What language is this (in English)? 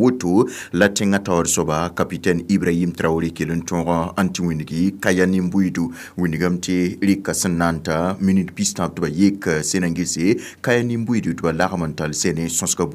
Mossi